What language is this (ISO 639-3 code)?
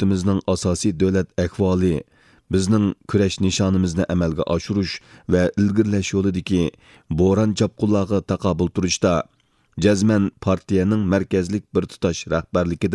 uig